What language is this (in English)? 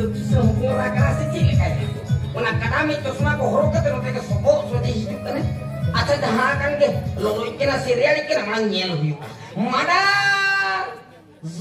Santali